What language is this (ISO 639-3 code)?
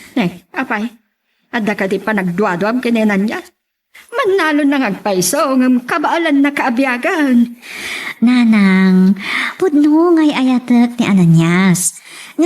ilo